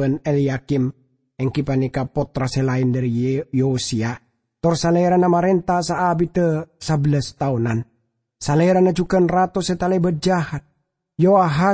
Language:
Madurese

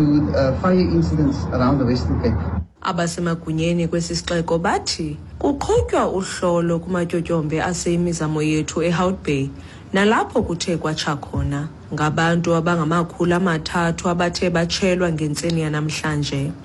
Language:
Xhosa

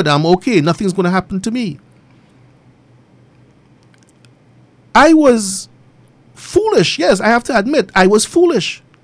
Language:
English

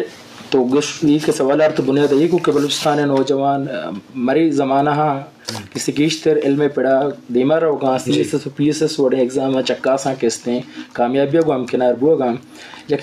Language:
Eastern Balochi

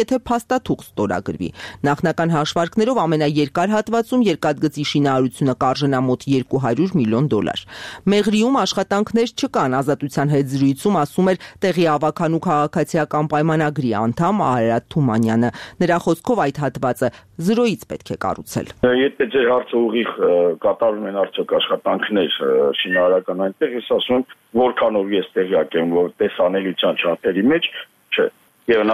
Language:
Armenian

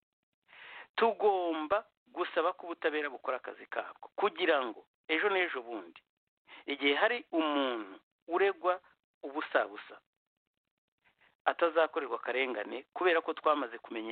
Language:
Kinyarwanda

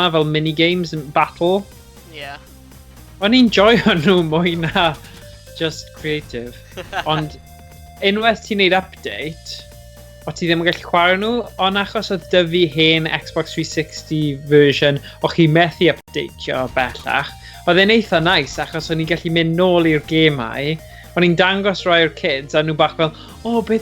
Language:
Welsh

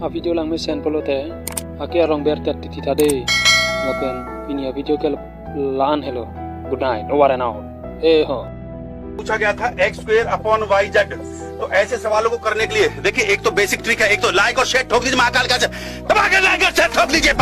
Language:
Karbi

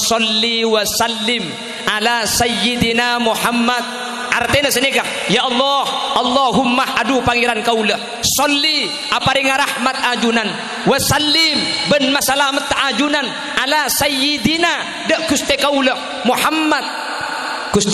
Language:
Madurese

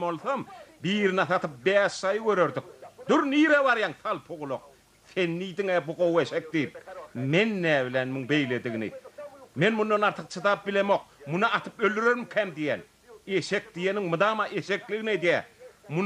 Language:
Turkmen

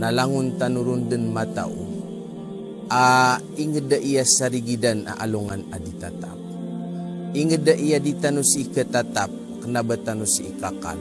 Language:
Maranao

